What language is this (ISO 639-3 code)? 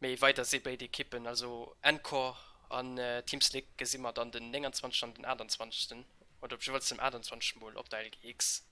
ltz